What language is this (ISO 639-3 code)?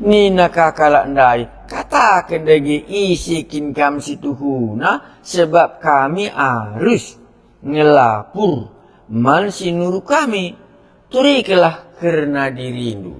btx